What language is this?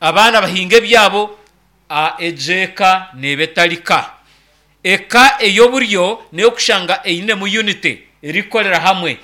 Nyankole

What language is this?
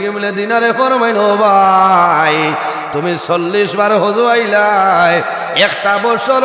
Sylheti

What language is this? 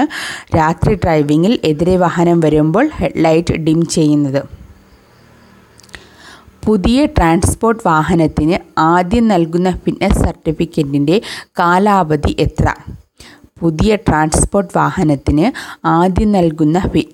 Malayalam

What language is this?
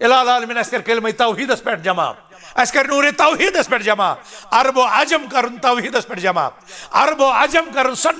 Kashmiri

